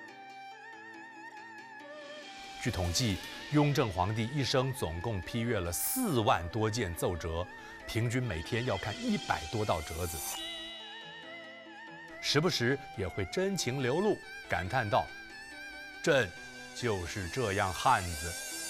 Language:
Chinese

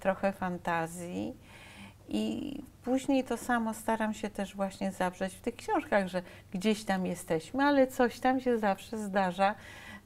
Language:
Polish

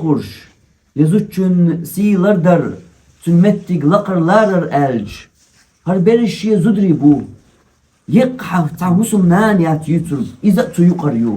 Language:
Chechen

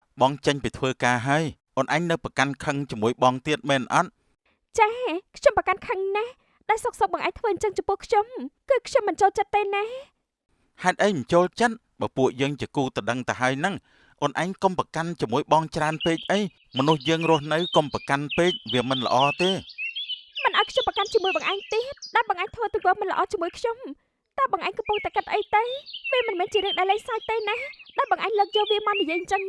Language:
Khmer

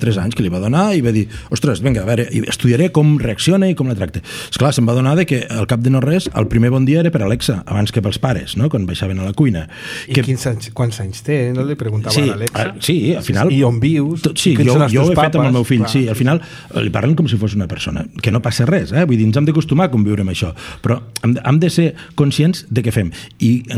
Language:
Catalan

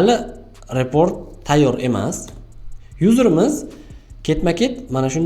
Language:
Uzbek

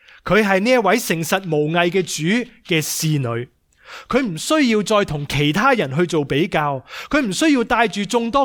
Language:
Cantonese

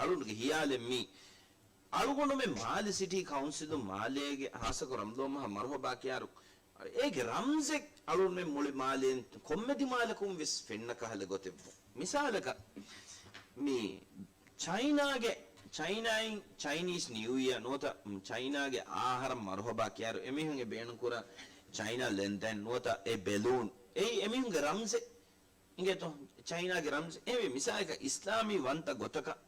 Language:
Divehi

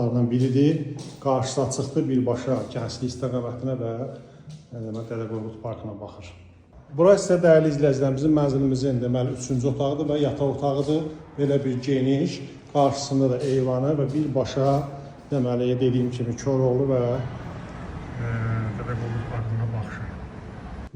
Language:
Azerbaijani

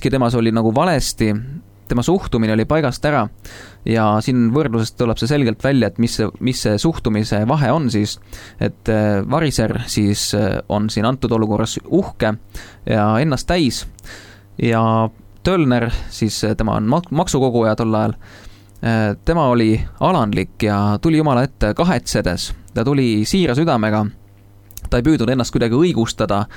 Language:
Estonian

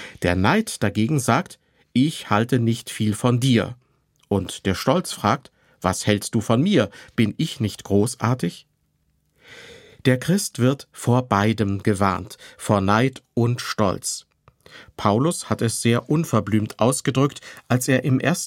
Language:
German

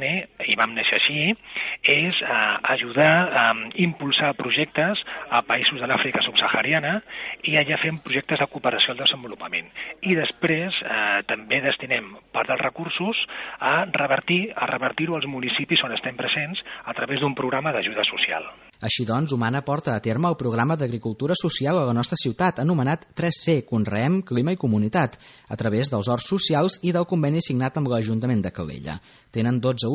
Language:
Catalan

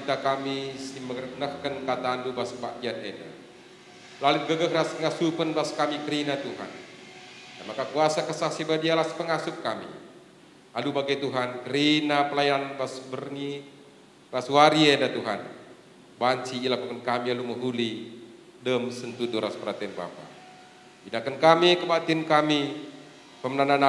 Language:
Batak Karo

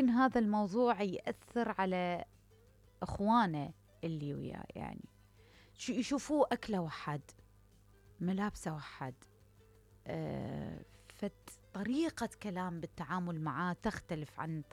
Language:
Mesopotamian Arabic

